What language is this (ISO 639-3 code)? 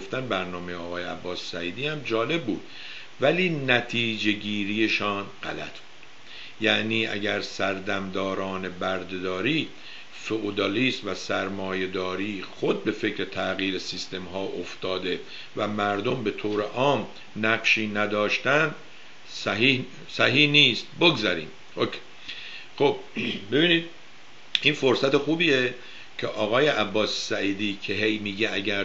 fas